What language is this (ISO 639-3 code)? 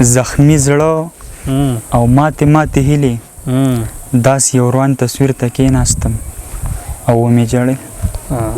pus